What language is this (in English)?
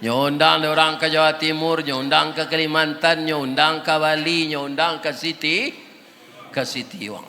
Minangkabau